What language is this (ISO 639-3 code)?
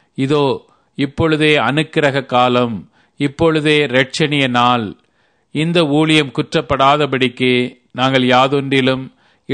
tam